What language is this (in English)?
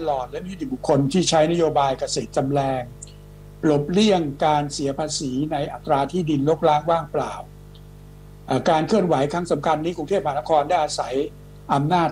Thai